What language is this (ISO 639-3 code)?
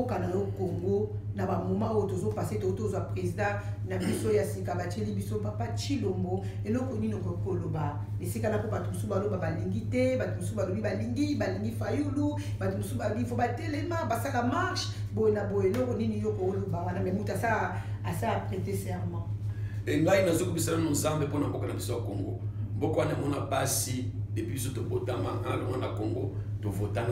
lin